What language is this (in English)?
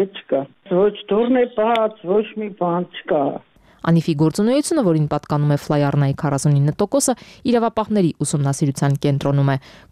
Armenian